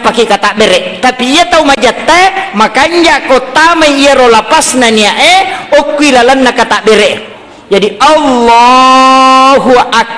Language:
Buginese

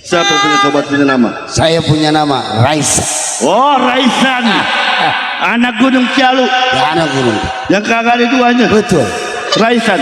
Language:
Betawi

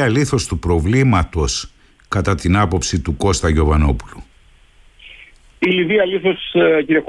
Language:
Greek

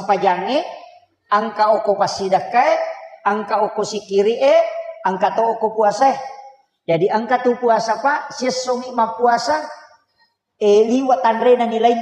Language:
Buginese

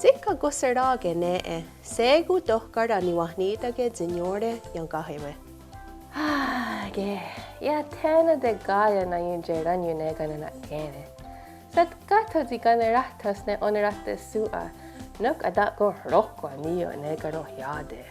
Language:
Mohawk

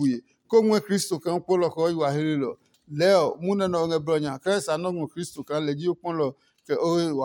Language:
Adangme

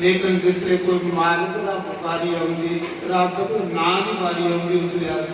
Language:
Dogri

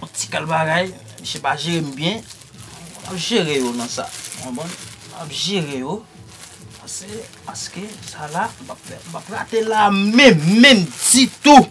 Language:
Haitian Creole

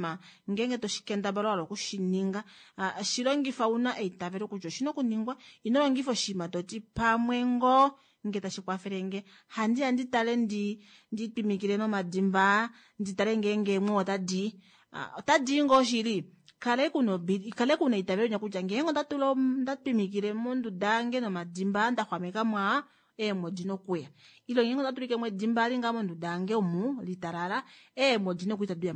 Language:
Kuanyama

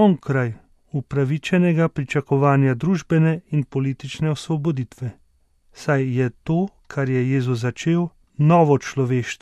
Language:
Slovenian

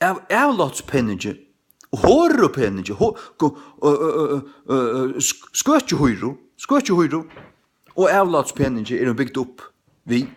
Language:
Faroese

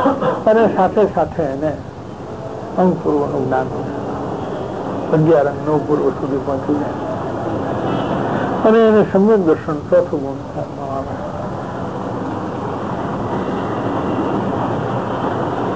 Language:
Gujarati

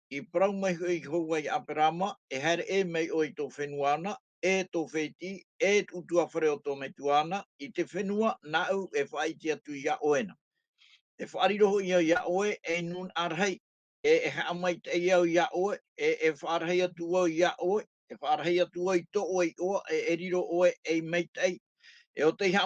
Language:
Tahitian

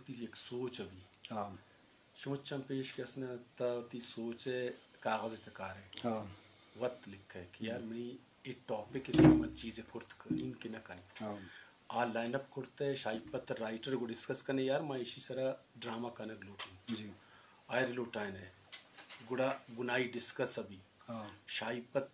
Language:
Eastern Balochi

